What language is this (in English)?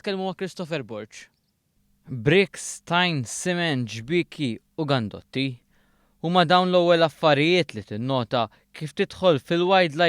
Maltese